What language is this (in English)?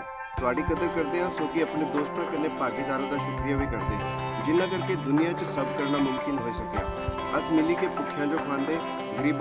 Dogri